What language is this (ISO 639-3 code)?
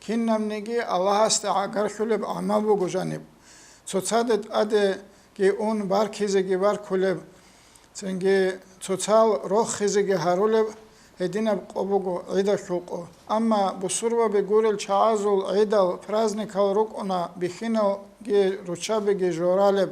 ava